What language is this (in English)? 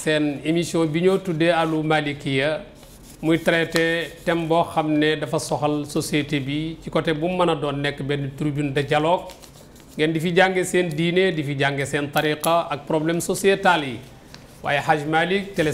Wolof